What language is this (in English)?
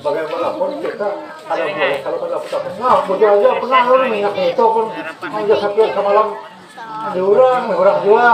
Banjar